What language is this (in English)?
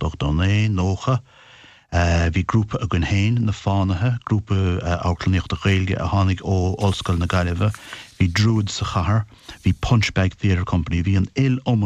Irish